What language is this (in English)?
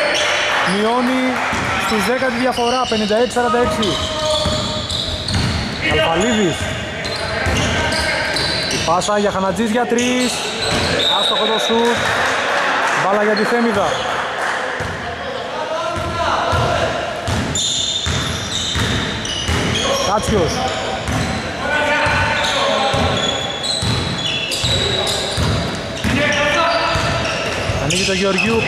Greek